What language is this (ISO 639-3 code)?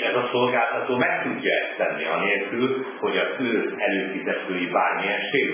hun